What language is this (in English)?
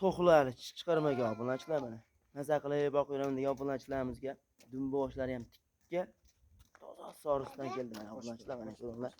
Uzbek